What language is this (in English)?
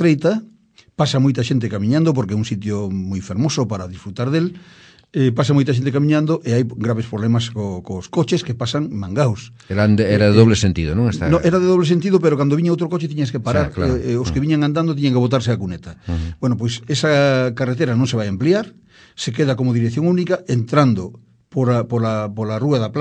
Galician